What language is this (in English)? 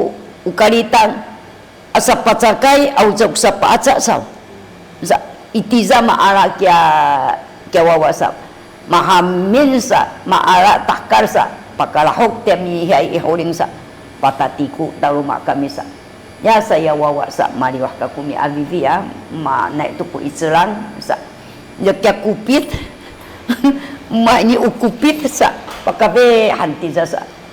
Sakizaya